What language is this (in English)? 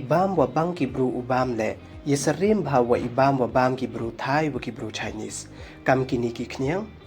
Pnar